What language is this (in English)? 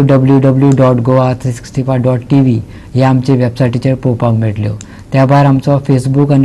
Konkani